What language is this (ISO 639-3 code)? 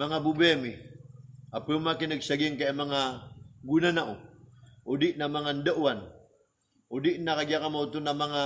mrw